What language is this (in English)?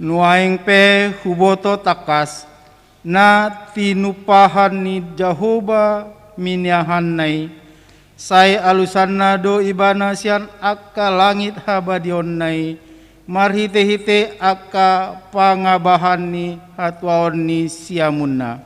Batak Toba